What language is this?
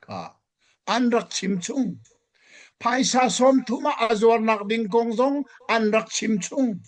Hakha Chin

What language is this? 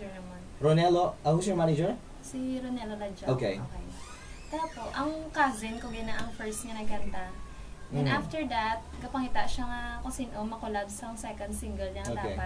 Hiligaynon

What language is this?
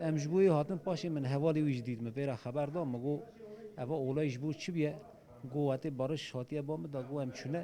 Kurdish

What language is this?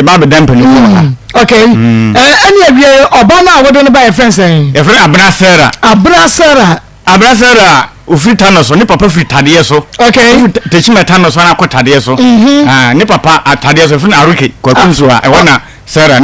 Akan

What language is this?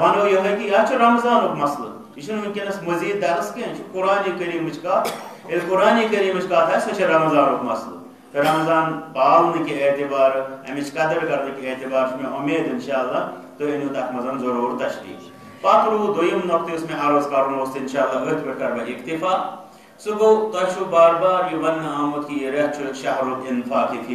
Kashmiri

